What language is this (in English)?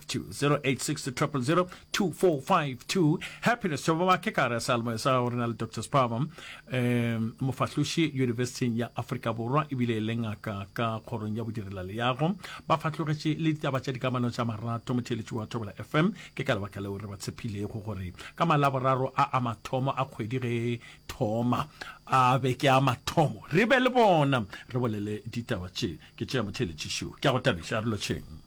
Northern Sotho